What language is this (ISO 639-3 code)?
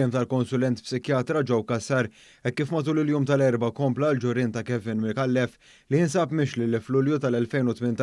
mlt